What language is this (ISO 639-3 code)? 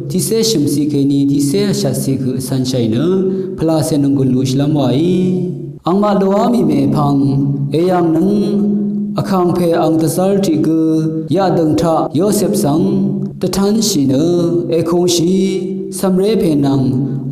raw